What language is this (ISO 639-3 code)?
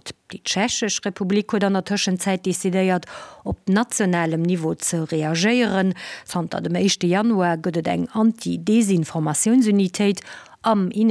ltz